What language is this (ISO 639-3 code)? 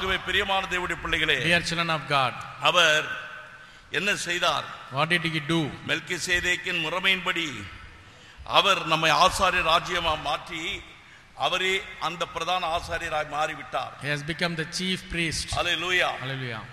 tam